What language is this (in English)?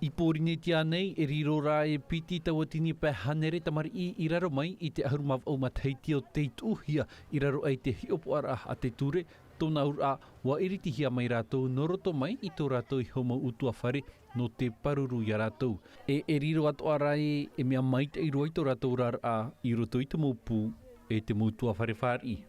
Tahitian